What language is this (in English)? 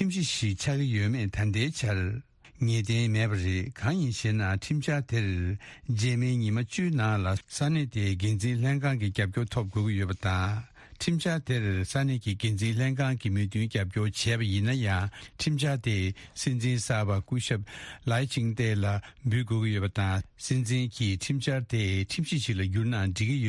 Tibetan